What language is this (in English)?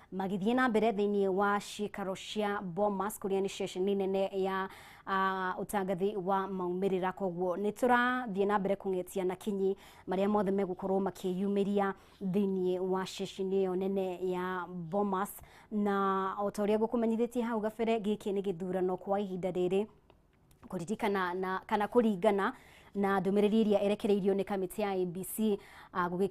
Kikuyu